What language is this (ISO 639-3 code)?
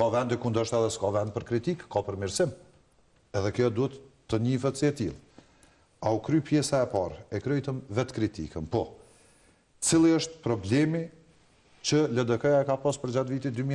sqi